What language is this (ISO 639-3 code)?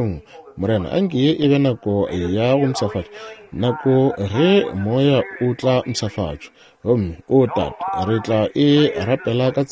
nso